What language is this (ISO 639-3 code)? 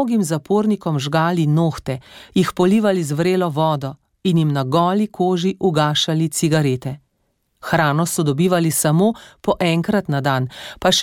slv